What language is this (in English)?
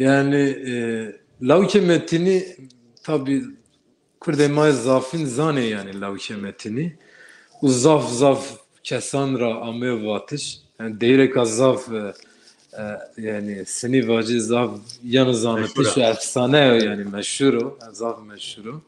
Zaza